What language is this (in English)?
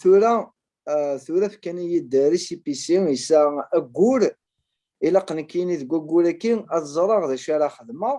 Kabyle